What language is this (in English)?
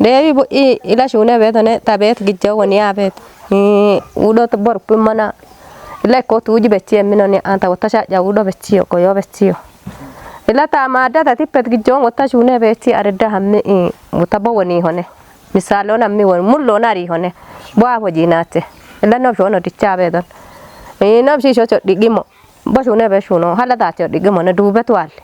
Kafa